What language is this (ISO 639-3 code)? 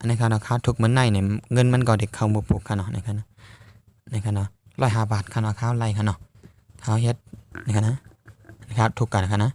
shn